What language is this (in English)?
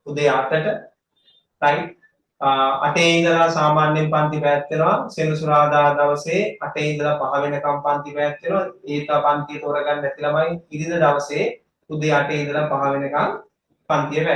Sinhala